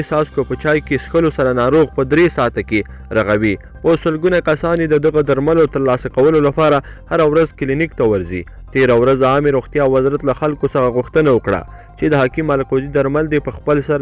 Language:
Pashto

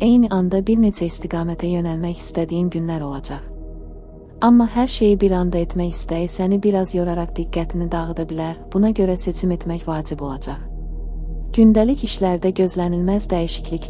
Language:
Azerbaijani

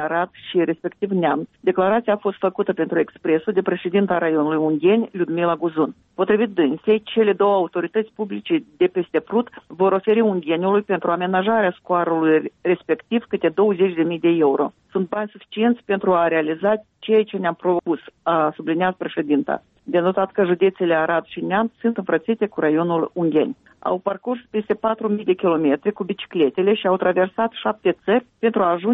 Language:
Romanian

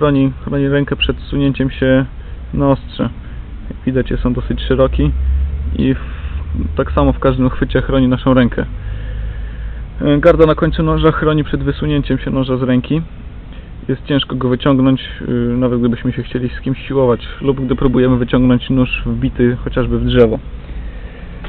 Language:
Polish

